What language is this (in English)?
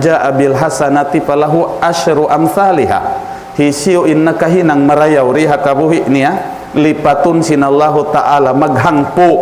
Tausug